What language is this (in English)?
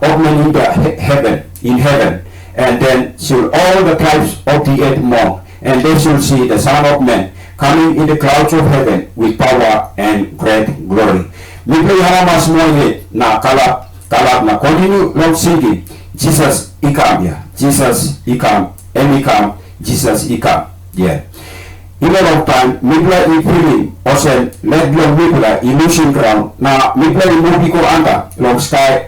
Tok Pisin